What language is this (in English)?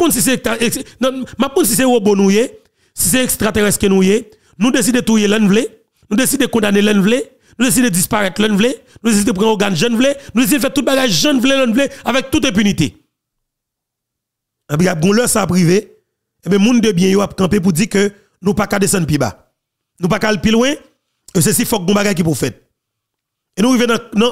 Haitian Creole